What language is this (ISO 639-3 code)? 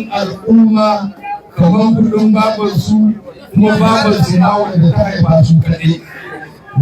hau